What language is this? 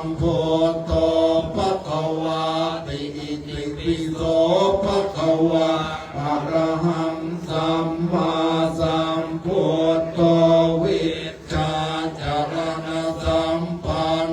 Pali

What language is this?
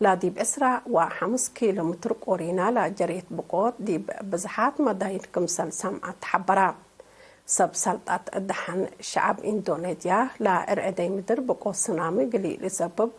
Tigre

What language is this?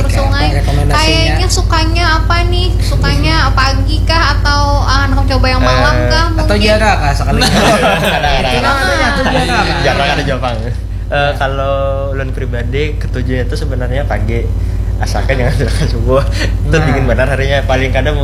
Banjar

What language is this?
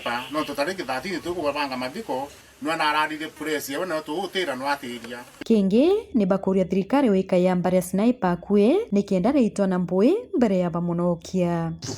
Meru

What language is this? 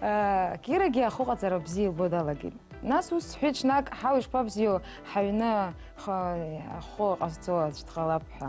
Abkhazian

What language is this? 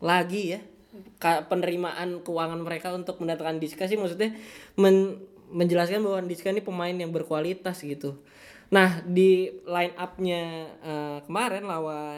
Indonesian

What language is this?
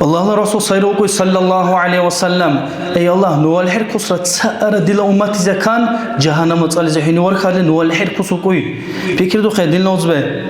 Dargwa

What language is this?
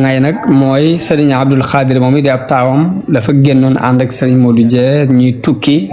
Wolof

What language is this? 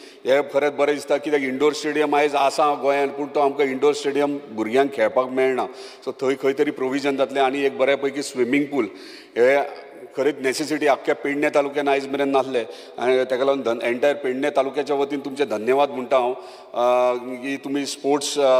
Konkani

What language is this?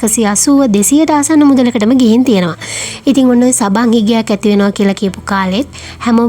Sinhala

